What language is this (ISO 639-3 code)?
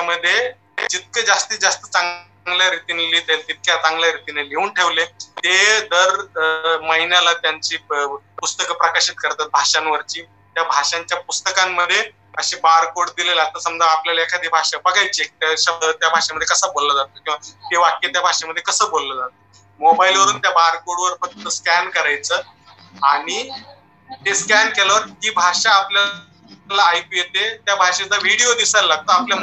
mar